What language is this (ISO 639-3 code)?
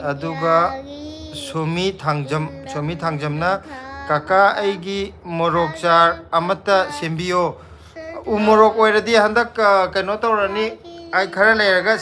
mni